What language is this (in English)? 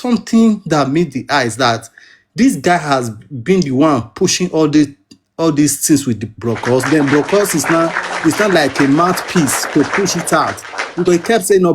Nigerian Pidgin